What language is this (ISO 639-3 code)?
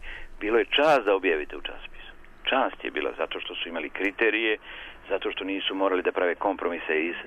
srp